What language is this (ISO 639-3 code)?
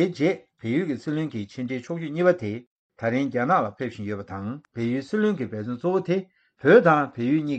bod